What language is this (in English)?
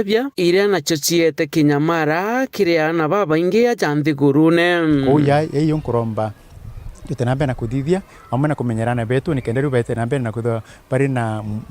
Meru